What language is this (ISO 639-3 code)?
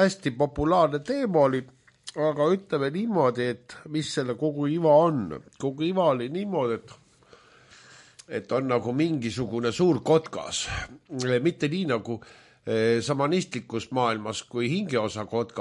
est